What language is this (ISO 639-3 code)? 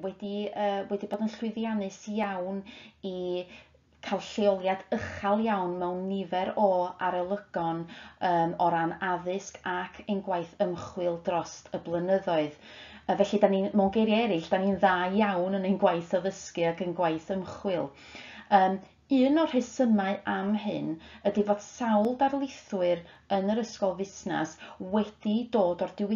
cym